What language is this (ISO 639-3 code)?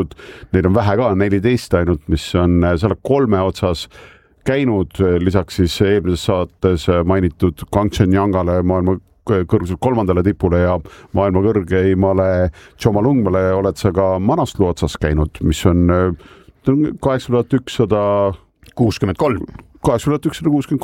est